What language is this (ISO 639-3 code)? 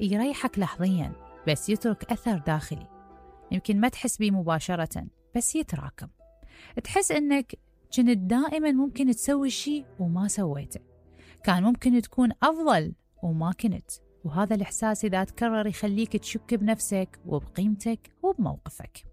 acm